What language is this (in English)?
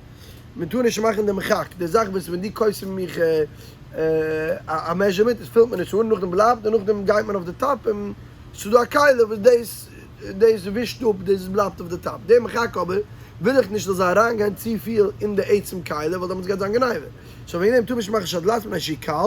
Yiddish